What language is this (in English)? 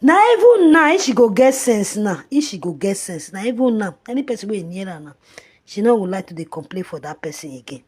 Nigerian Pidgin